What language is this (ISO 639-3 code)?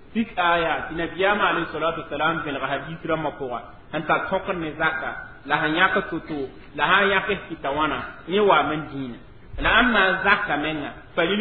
mos